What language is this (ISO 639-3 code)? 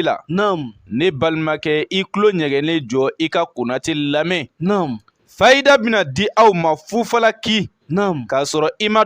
bam